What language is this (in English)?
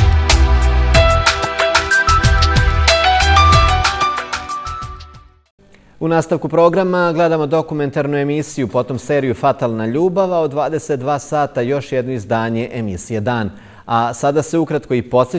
Serbian